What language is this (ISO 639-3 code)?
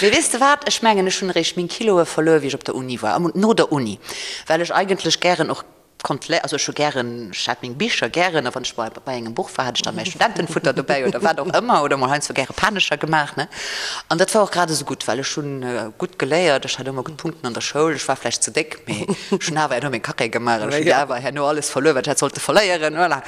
ltz